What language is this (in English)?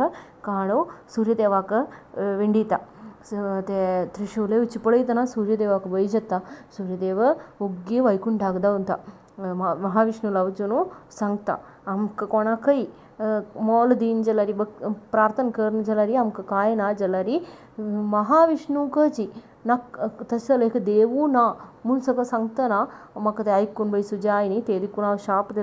Konkani